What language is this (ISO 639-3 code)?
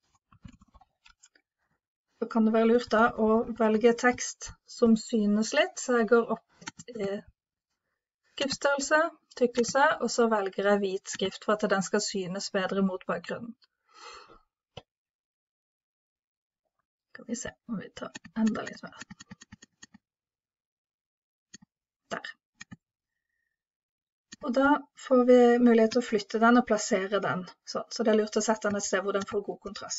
nor